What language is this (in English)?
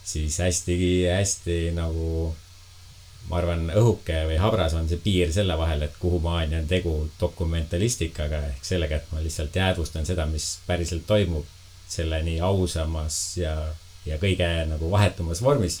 Estonian